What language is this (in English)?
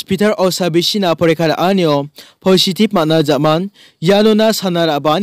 Garo